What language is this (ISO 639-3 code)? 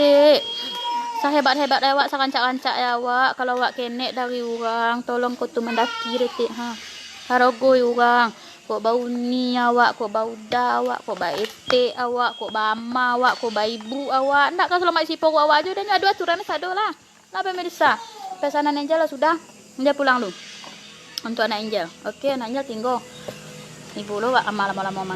min